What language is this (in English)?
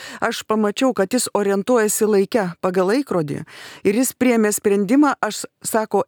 Lithuanian